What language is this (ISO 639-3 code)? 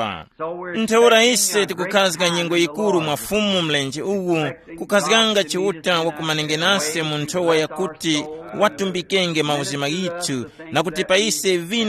tum